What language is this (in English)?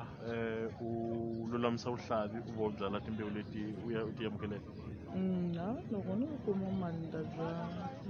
Tsonga